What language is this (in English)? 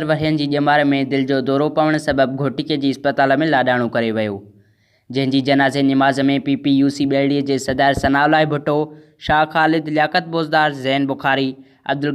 Sindhi